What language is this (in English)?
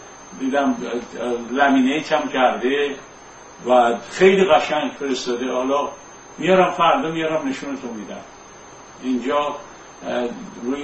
Persian